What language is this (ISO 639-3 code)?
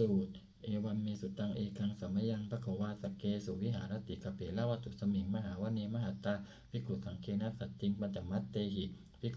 pli